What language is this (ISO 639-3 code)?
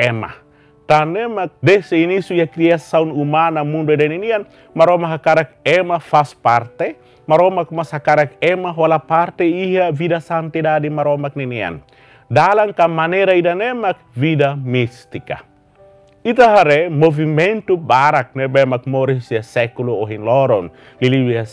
tet